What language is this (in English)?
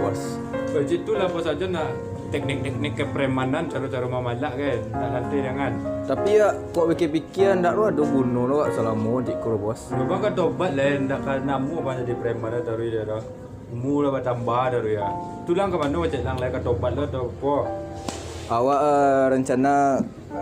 Minangkabau